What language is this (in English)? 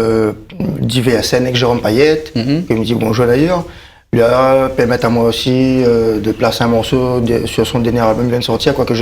Réunion Creole French